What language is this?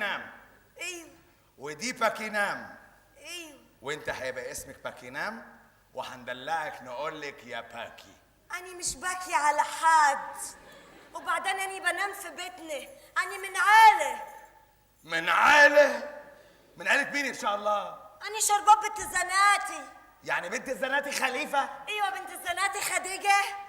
Egyptian Arabic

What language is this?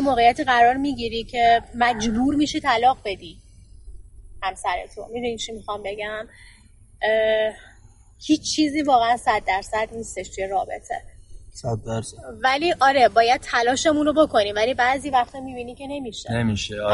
Persian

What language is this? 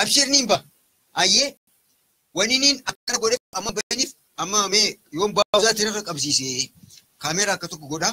Oromo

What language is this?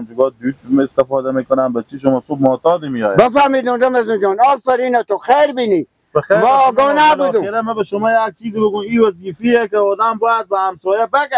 Persian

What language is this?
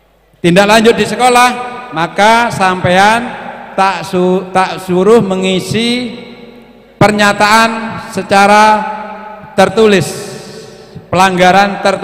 Indonesian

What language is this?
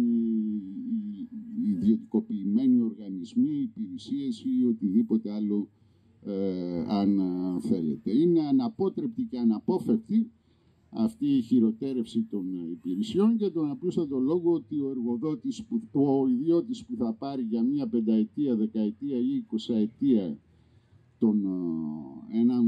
Greek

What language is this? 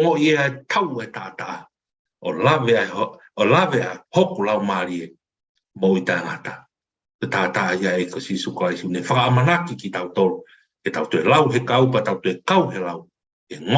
Tongan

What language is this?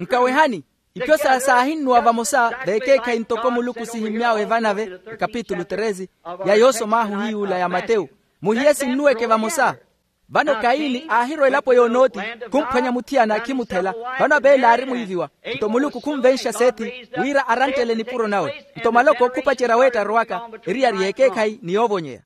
Makhuwa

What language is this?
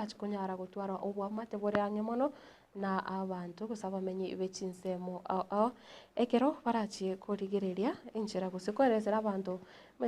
Gusii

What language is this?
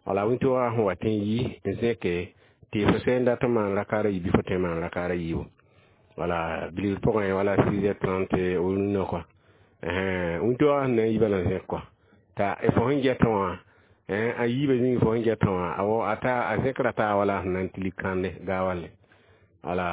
Mossi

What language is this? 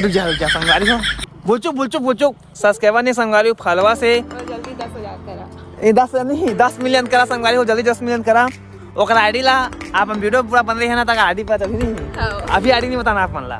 Chhattisgarhi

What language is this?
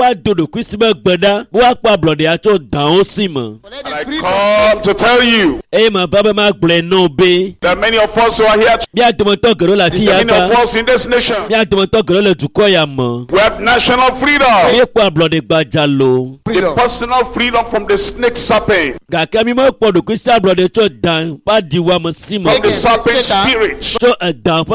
Ewe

